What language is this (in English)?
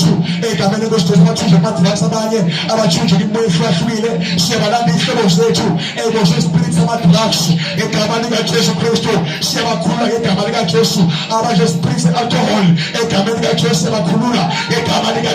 Zulu